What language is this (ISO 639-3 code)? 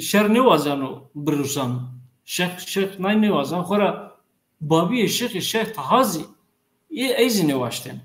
zza